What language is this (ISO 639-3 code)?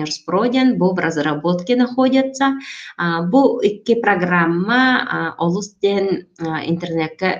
sah